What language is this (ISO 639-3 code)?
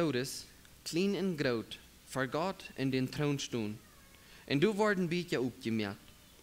pdt